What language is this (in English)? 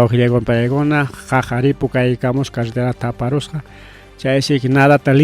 Ayacucho Quechua